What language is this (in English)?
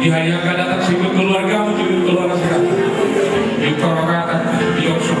Batak Toba